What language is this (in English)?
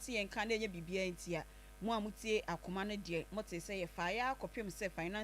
Akan